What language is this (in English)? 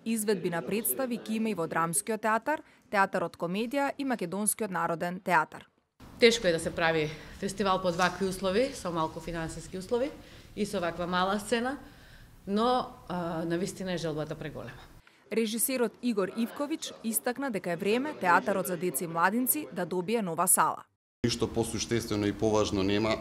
Macedonian